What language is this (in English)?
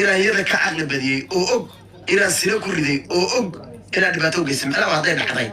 Somali